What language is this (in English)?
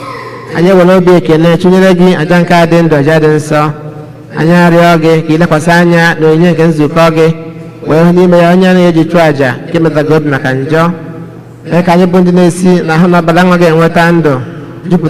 Igbo